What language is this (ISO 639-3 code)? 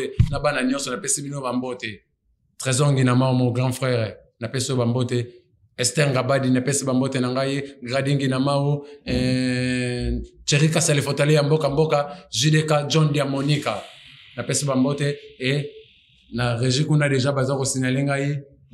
lin